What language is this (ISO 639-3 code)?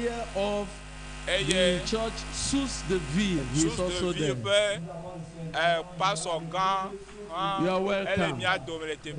ewe